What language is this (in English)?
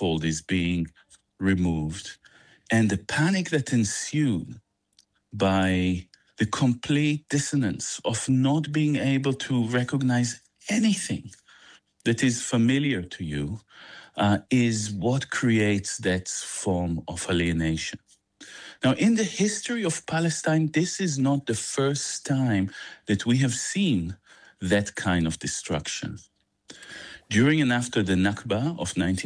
English